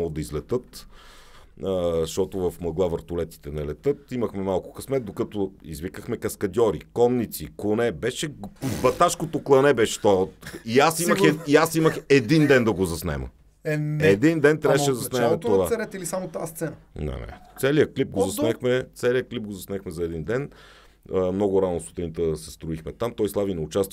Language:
Bulgarian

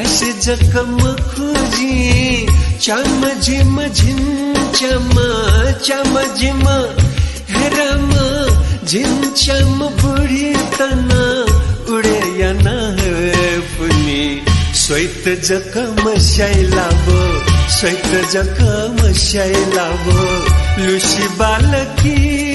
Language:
Newari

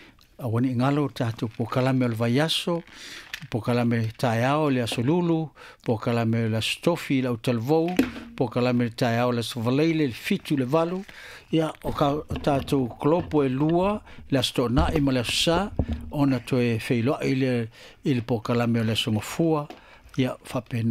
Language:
Samoan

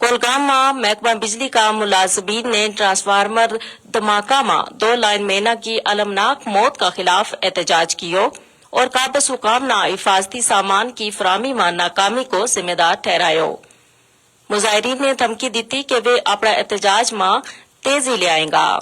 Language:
Gujari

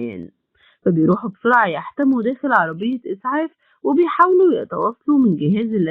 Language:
Egyptian Arabic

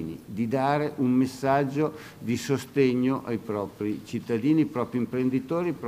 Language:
Italian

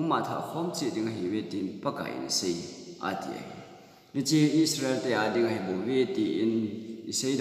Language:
Thado Chin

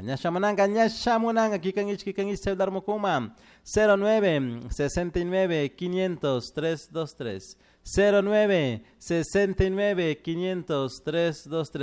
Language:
Chimborazo Highland Quichua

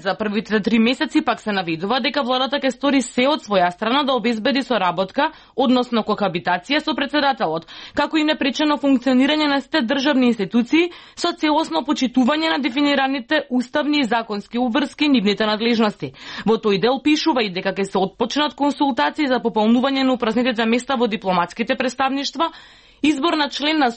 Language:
Macedonian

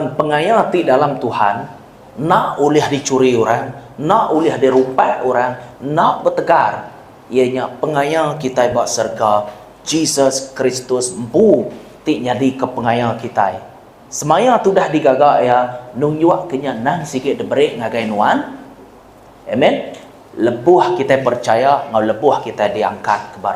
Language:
Iban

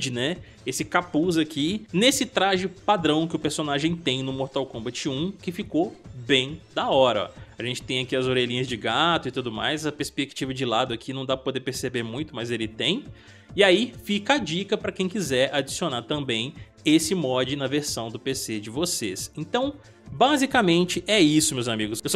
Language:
Portuguese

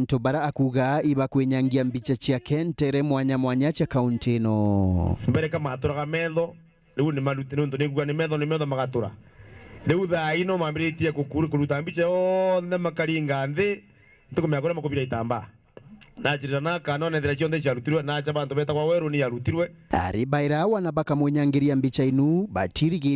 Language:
Meru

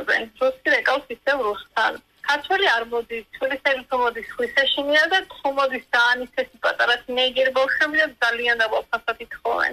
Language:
Georgian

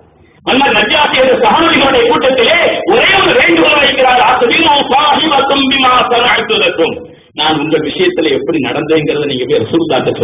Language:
Tamil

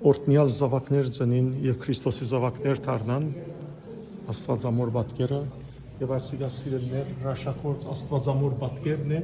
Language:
Western Armenian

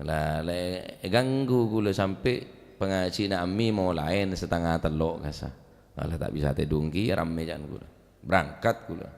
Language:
Madurese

